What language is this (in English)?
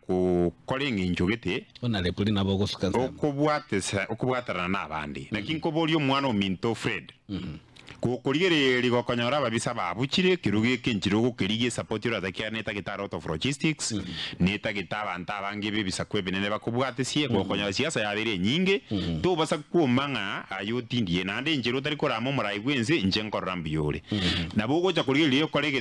Gusii